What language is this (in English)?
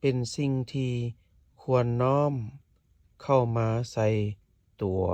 Lao